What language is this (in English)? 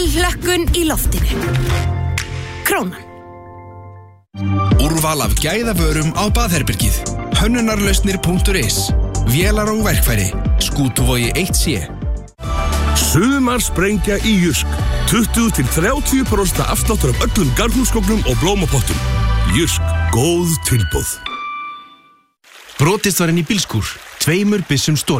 Icelandic